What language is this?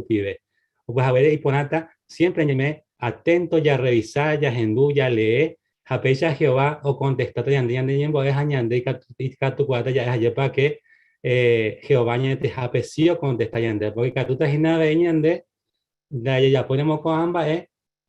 Guarani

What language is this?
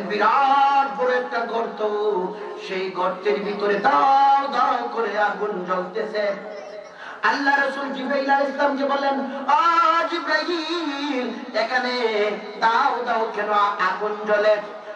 Bangla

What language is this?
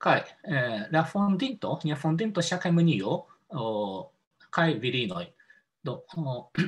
Esperanto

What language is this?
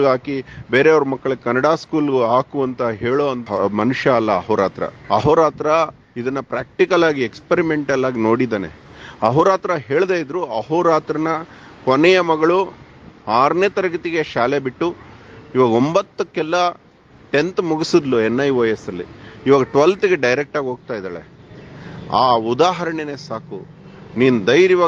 Kannada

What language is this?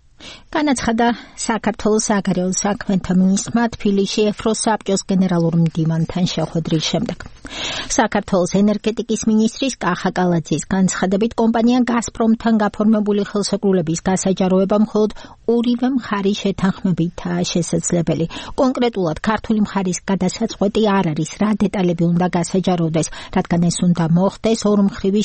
Georgian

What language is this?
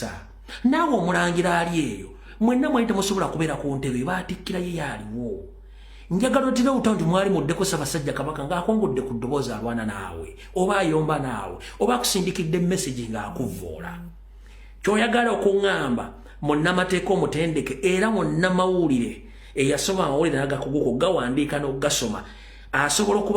Ganda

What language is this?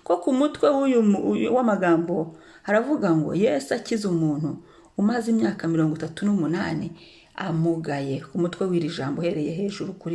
Kinyarwanda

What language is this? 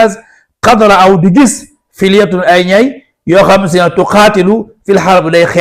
Wolof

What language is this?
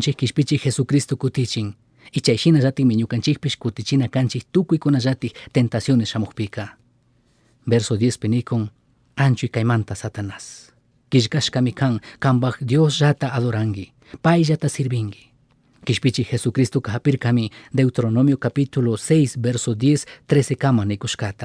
Chimborazo Highland Quichua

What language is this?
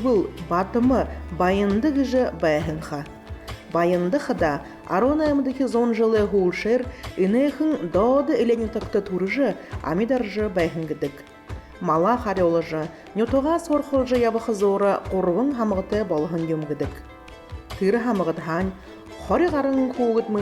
Buriat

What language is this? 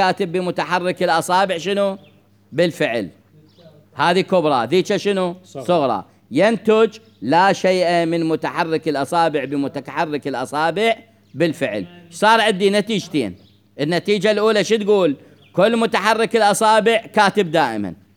Mesopotamian Arabic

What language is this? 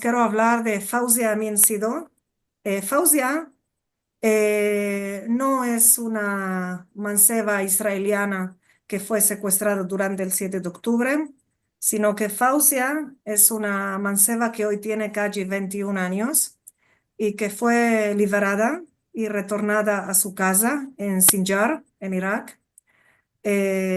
Ladino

